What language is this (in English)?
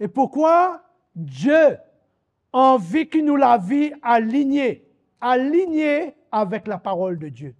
Morisyen